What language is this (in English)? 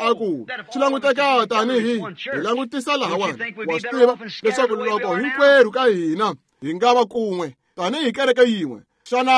Tsonga